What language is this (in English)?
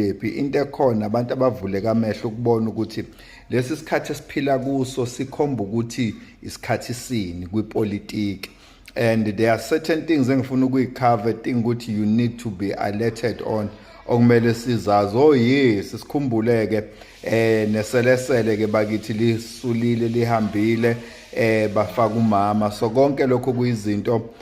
Zulu